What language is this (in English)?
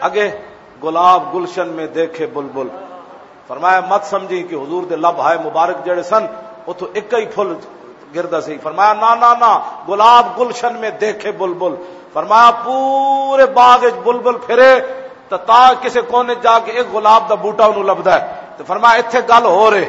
Western Panjabi